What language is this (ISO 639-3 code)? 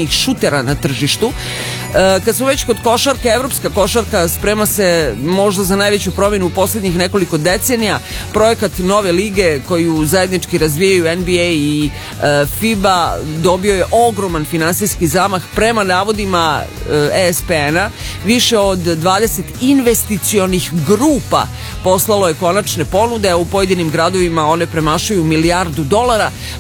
srp